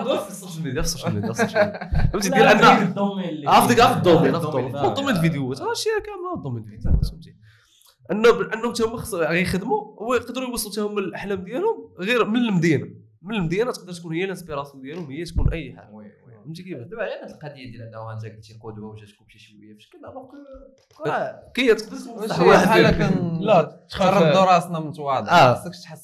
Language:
Moroccan Arabic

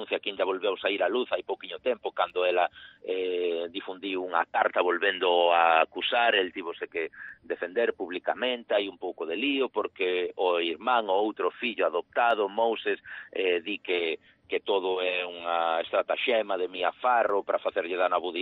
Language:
Galician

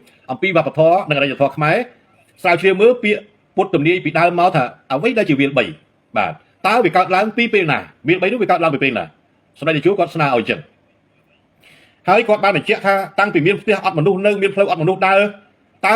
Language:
Khmer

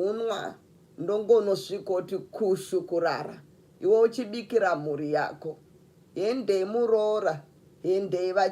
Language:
Shona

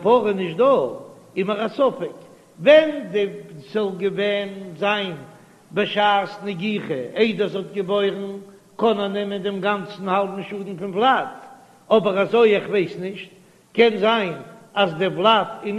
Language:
Yiddish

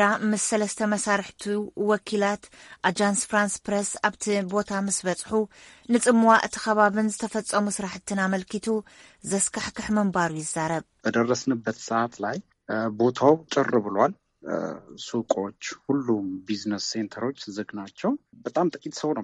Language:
Tigrinya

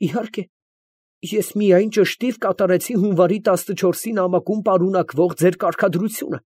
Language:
Armenian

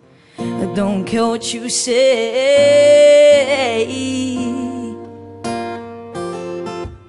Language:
English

